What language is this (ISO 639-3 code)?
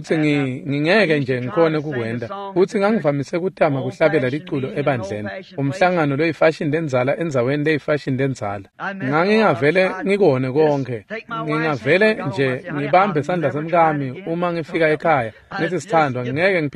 ssw